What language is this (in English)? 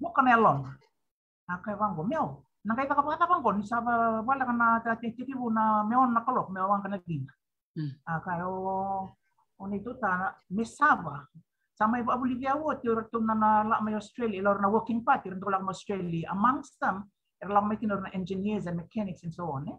Fijian